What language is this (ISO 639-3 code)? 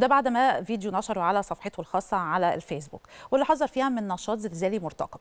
arz